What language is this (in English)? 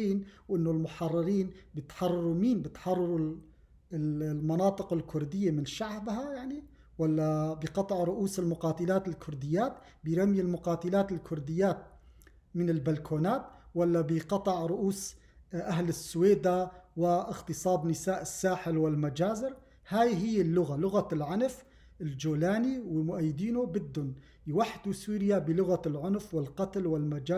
North Levantine Arabic